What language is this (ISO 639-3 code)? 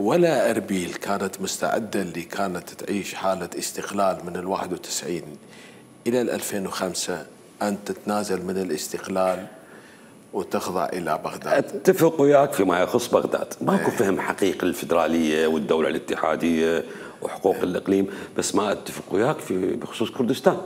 acm